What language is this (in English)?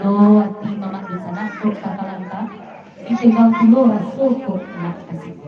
Minangkabau